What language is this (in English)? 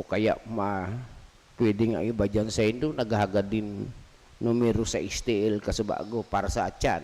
Bikol